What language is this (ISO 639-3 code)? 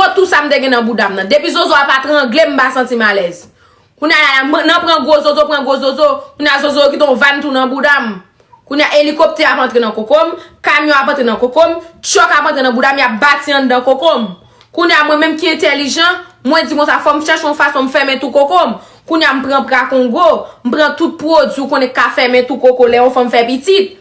hat